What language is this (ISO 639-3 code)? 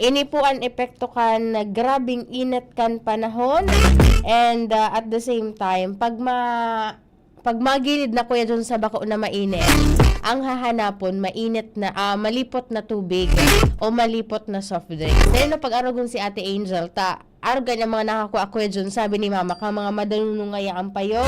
bik